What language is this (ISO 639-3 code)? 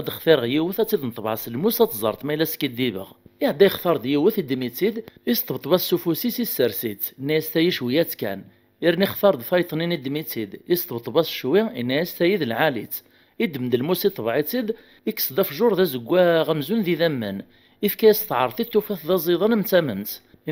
kab